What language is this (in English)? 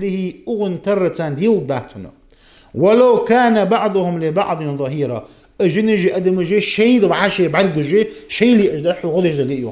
Ingush